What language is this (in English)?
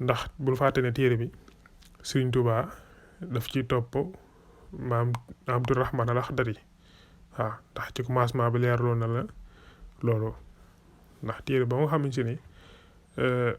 Wolof